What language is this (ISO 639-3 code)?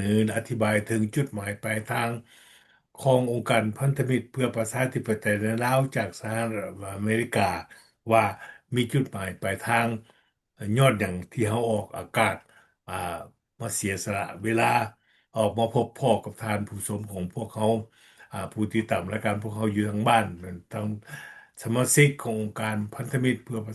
lao